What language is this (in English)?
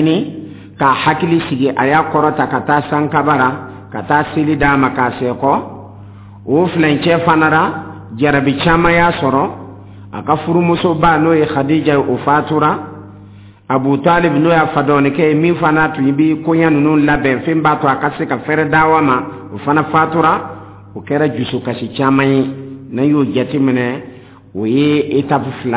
Dyula